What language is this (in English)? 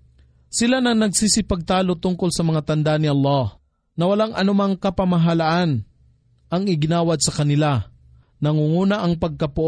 Filipino